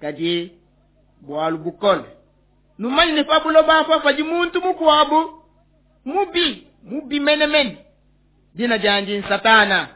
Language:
Luba-Lulua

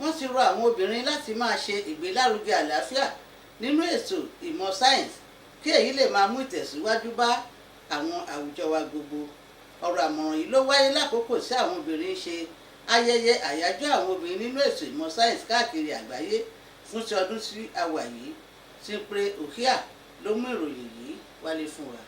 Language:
Yoruba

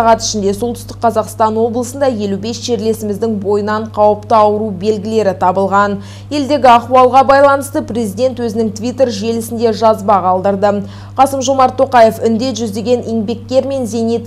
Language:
Kazakh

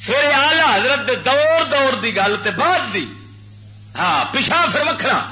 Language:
Western Panjabi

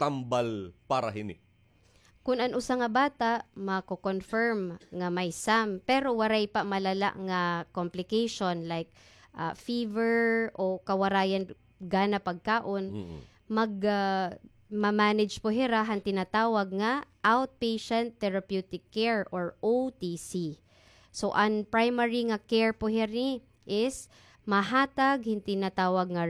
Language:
Waray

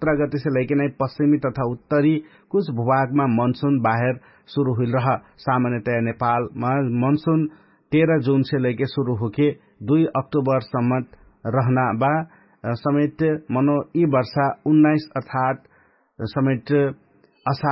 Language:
Dangaura Tharu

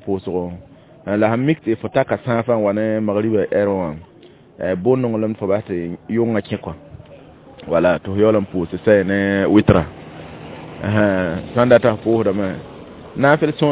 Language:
Mossi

